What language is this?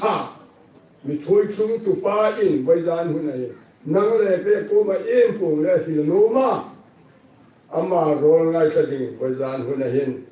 Hmar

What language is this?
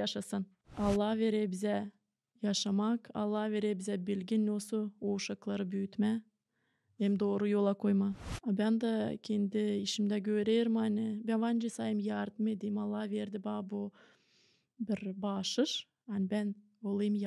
Gagauz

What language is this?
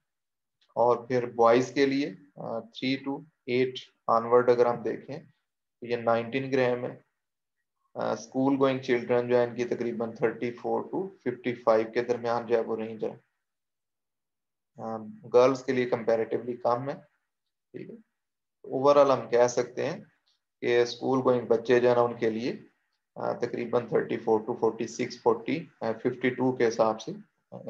Hindi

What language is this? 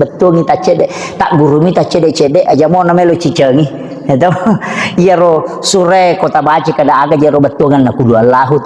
Buginese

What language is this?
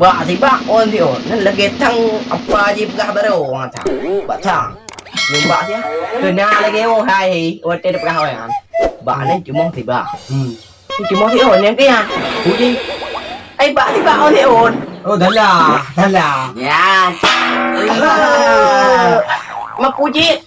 Achinese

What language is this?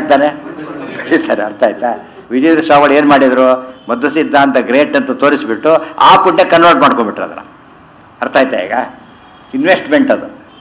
Kannada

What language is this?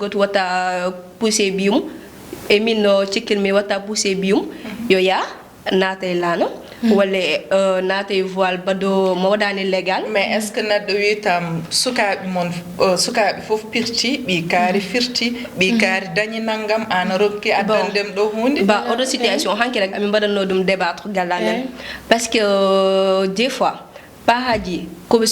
Fula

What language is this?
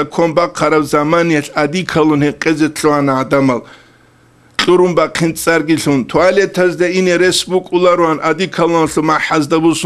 Avaric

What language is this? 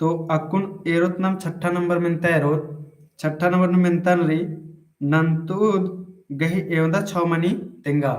Kurukh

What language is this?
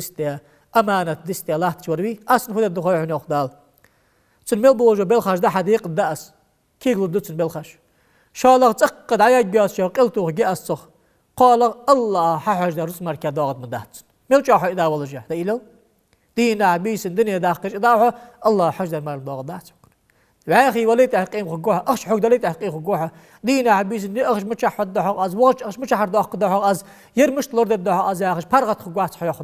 Ingush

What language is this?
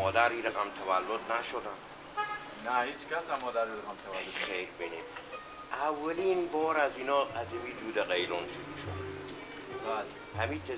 Persian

